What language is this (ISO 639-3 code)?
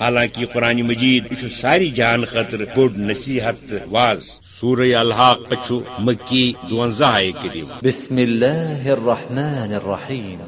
kas